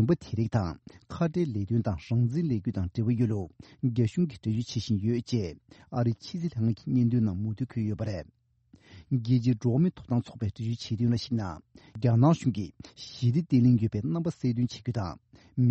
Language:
Tibetan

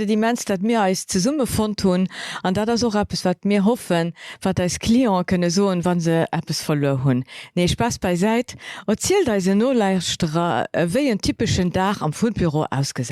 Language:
Luxembourgish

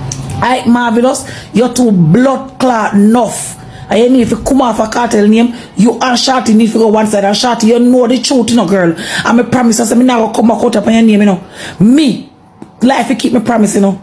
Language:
Jamaican Creole English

